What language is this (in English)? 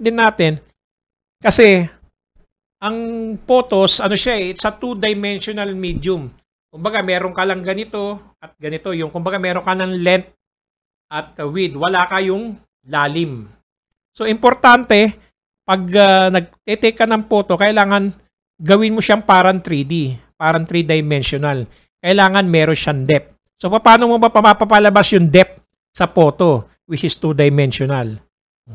Filipino